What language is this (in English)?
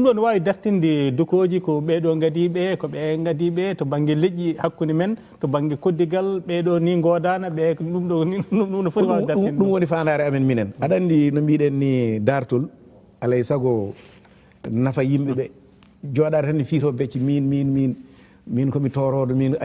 Fula